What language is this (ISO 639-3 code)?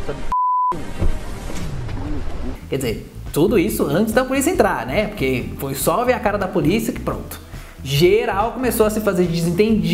por